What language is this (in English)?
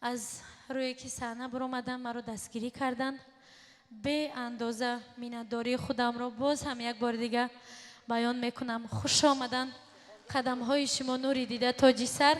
Tajik